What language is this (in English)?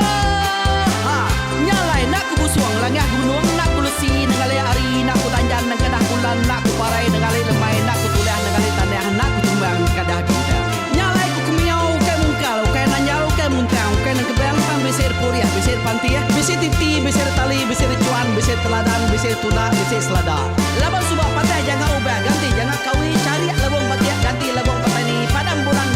Iban